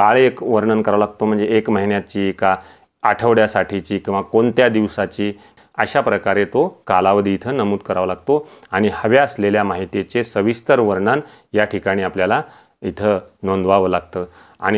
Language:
Marathi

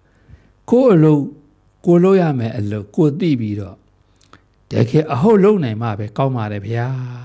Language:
Burmese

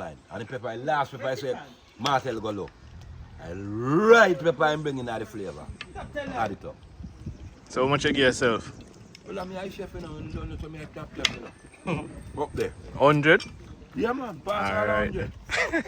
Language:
Jamaican Creole English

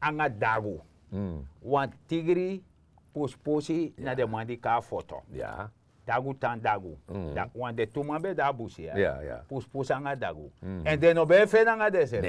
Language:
Sranan Tongo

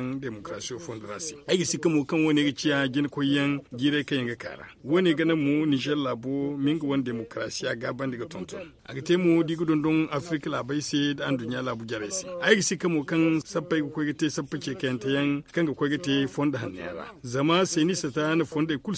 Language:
Zarma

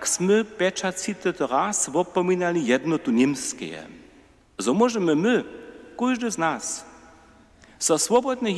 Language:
Upper Sorbian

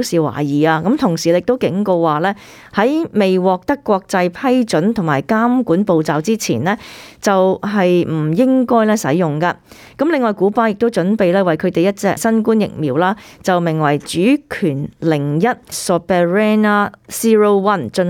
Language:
Cantonese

